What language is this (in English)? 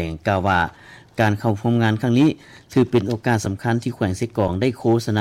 Lao